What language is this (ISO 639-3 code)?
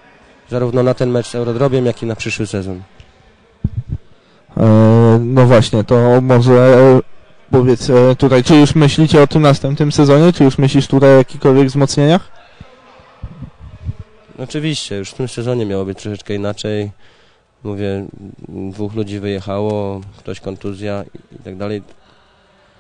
pol